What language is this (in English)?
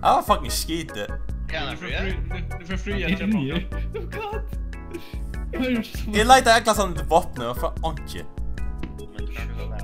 Faroese